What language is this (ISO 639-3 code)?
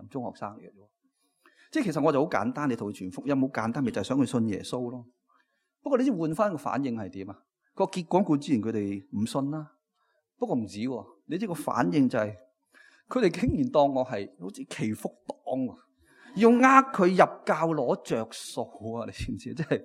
yue